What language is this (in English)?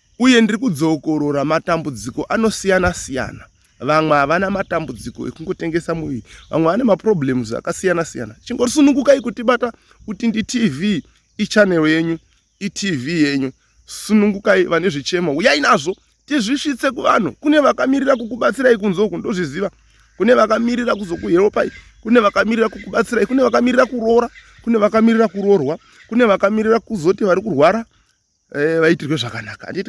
Shona